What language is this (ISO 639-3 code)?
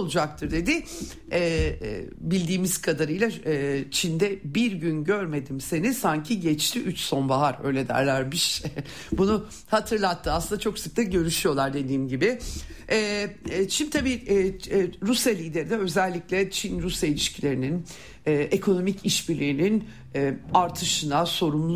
tur